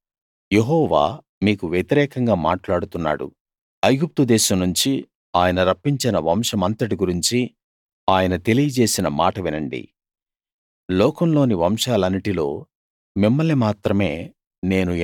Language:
Telugu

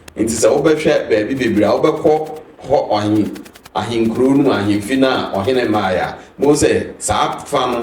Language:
Akan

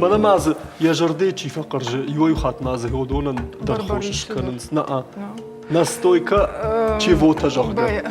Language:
Ossetic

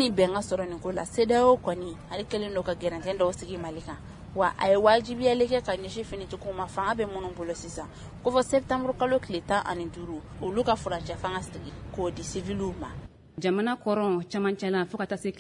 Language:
Bambara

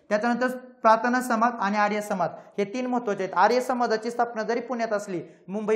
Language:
Marathi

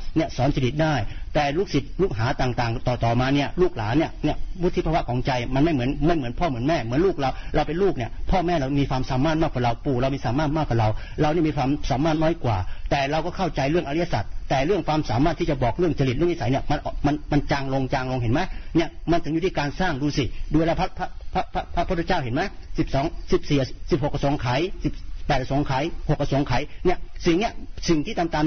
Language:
Thai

